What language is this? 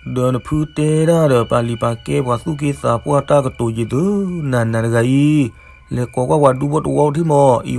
S'gaw Karen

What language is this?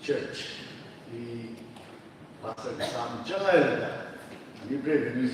Tangkhul Naga (India)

